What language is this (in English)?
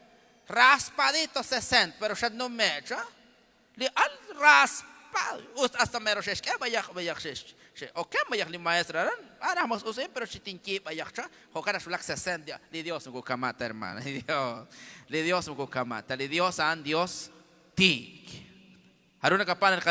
Kekchí